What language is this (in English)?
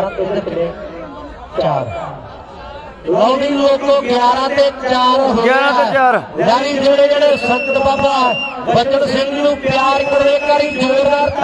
Punjabi